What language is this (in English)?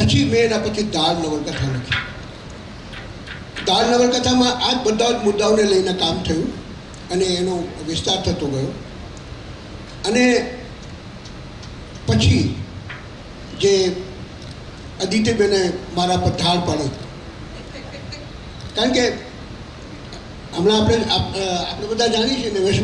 Gujarati